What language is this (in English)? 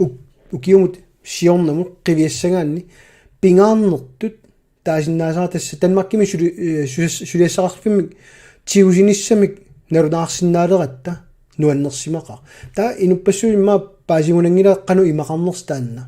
Kalaallisut